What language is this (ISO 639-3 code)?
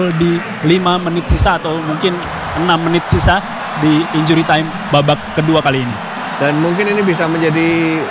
ind